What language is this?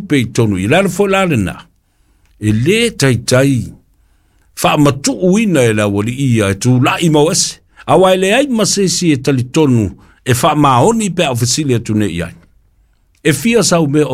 Samoan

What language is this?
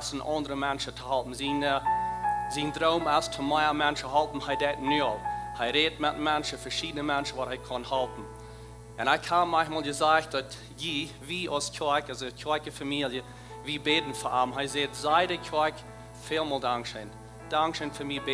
Plautdietsch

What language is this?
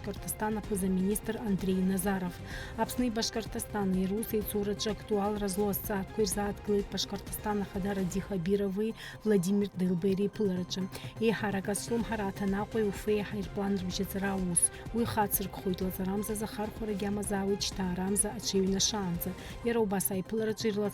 Abkhazian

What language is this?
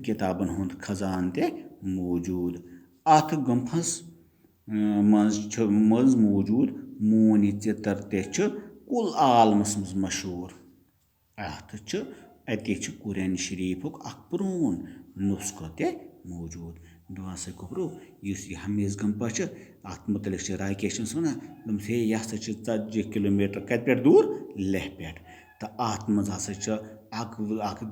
Kashmiri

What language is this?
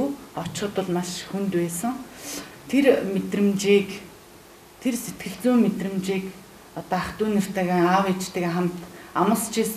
Mongolian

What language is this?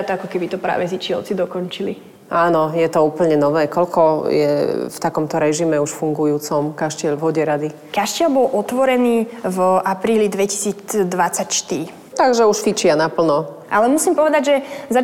Slovak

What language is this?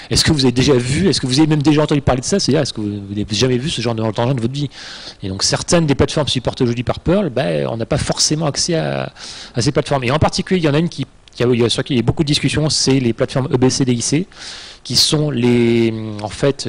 French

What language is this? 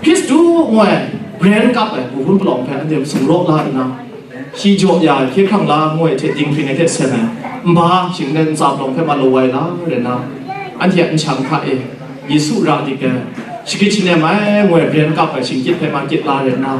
Kachin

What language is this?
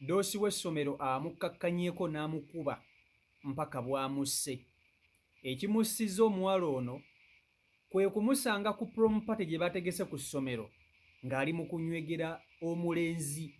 Ganda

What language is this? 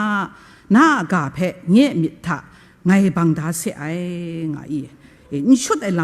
Kachin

